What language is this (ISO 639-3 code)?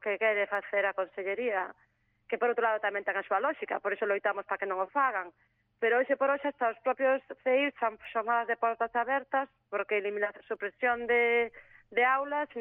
glg